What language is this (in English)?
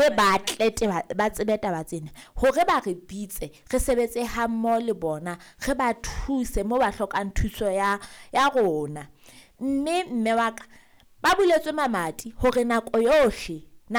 Southern Sotho